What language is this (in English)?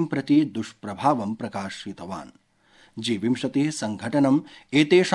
Sanskrit